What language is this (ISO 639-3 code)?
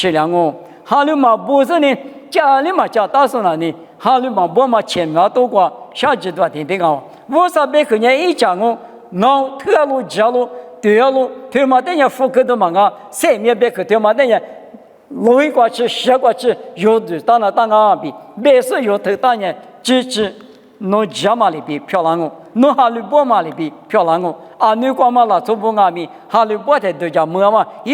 lis